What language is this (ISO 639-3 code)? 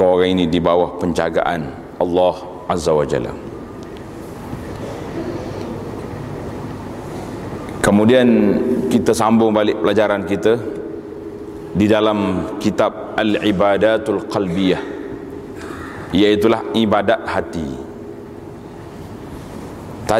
msa